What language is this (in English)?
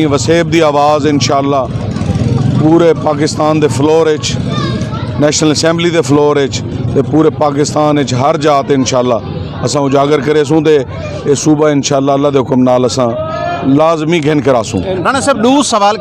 Saraiki